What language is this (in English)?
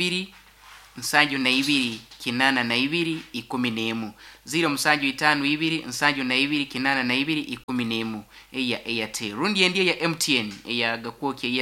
Nyoro